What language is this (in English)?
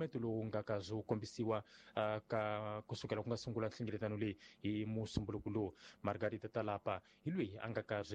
Tsonga